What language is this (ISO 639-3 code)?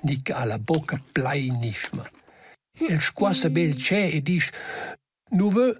roh